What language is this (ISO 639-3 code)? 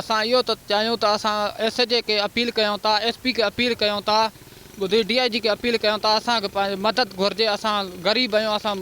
snd